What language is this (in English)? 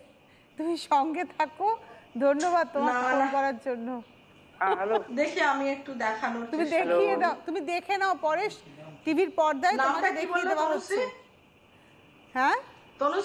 Bangla